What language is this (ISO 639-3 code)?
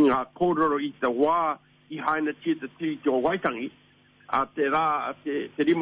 mri